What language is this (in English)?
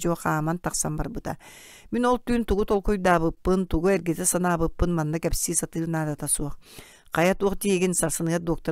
Yakut